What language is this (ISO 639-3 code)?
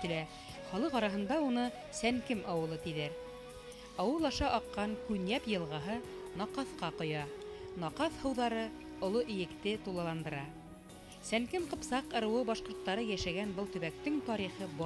bak